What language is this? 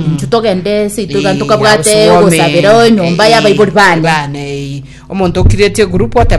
Gusii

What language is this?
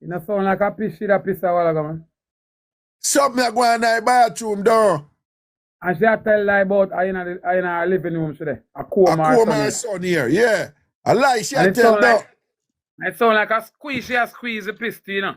Jamaican Creole English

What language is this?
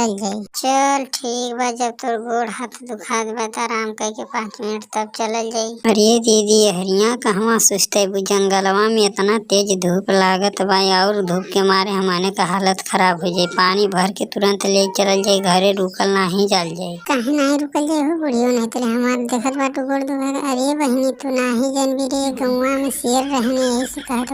Bhojpuri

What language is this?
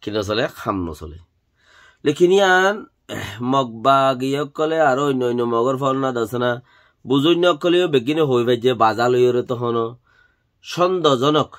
Rohingya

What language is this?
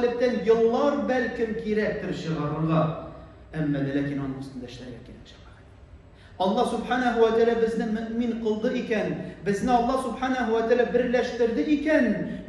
Tatar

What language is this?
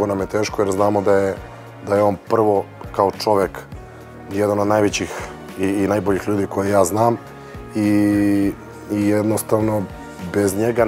Serbian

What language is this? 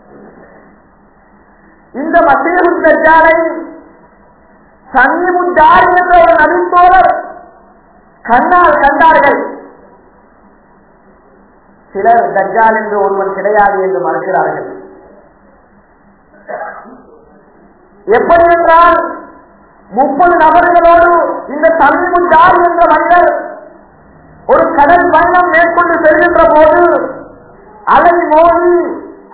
Tamil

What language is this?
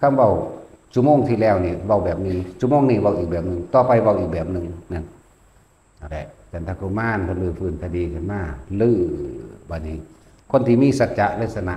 Northeastern Thai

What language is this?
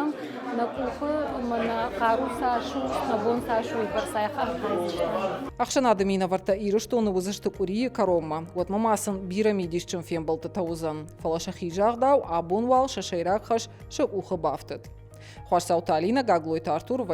Ossetic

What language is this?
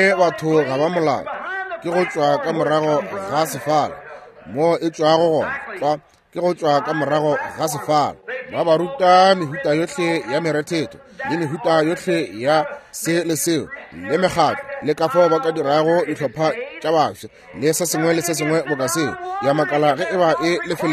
Northern Sotho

